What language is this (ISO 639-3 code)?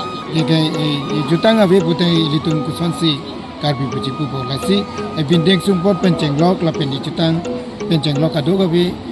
mjw